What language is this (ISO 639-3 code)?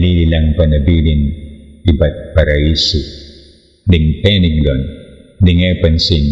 pam